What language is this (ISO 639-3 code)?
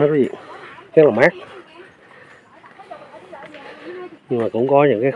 vie